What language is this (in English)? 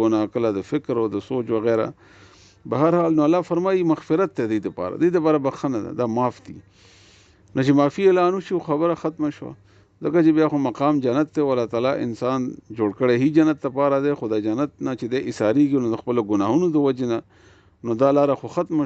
Pashto